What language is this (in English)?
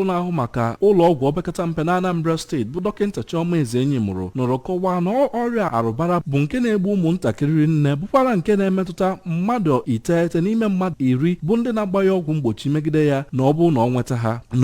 Igbo